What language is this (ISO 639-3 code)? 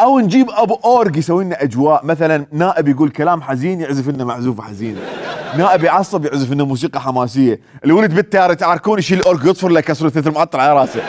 acm